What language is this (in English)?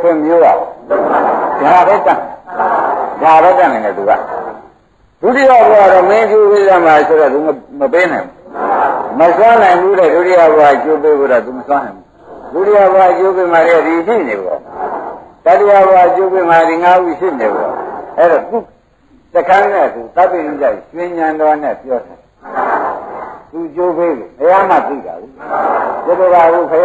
Burmese